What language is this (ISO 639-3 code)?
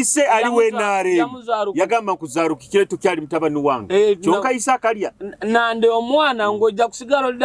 nyo